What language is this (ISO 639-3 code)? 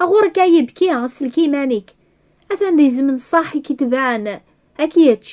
kab